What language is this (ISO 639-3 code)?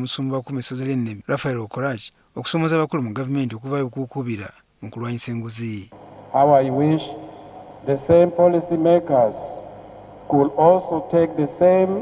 lug